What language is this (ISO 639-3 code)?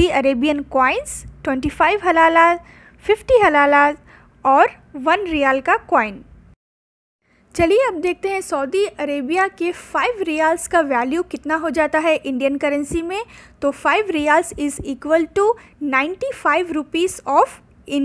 hin